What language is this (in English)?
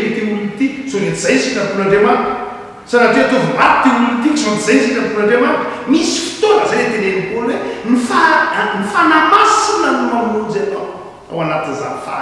Malagasy